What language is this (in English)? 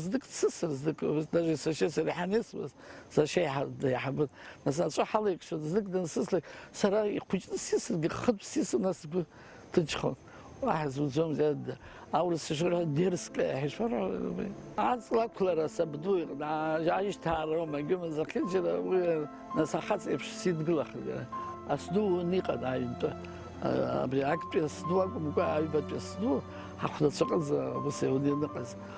Abkhazian